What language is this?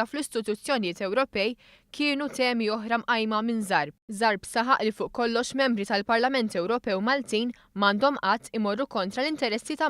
Maltese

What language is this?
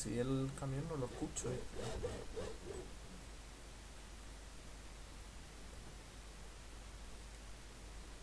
Spanish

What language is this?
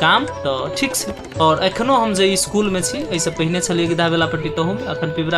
Maithili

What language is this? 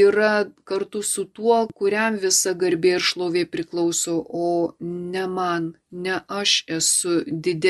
Lithuanian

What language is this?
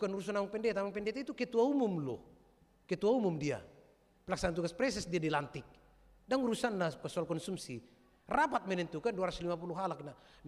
Batak Toba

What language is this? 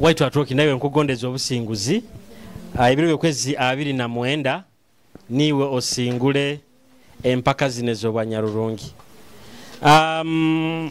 Nyoro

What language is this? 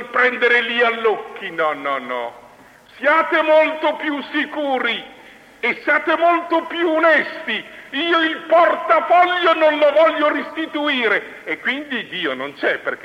Italian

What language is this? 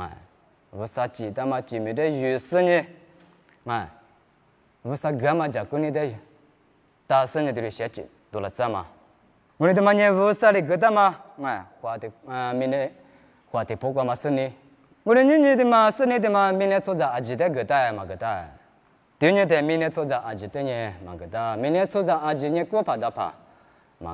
Lisu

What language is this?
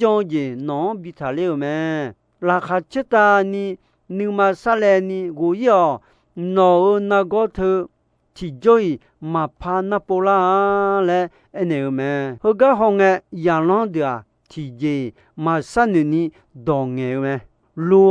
Akha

